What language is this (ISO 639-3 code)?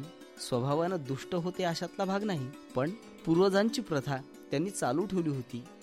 mar